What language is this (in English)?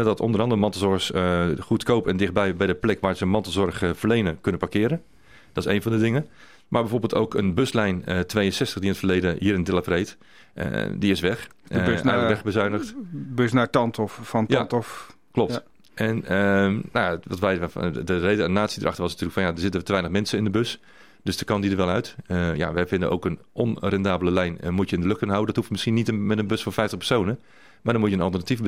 Dutch